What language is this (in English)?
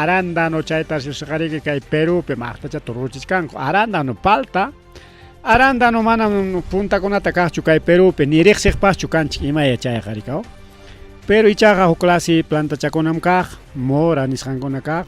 Ayacucho Quechua